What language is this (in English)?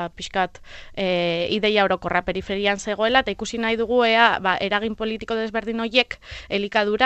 Basque